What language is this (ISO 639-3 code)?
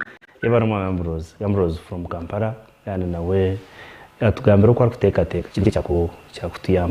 nyn